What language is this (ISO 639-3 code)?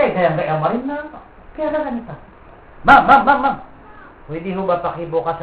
mrw